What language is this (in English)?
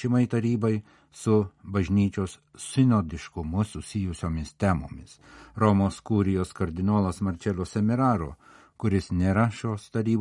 Lithuanian